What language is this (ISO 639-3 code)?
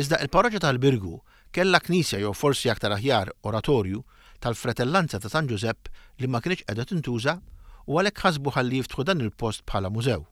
mlt